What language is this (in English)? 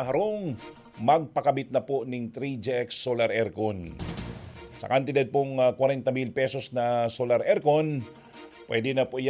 Bikol